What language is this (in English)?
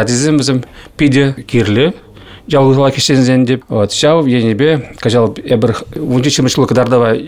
Chuvash